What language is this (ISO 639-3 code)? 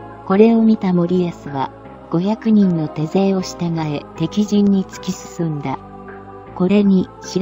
jpn